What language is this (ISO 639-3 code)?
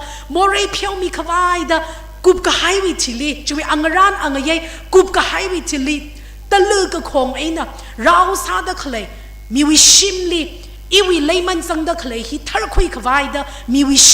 nmf